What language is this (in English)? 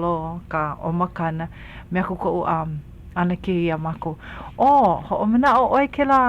Hawaiian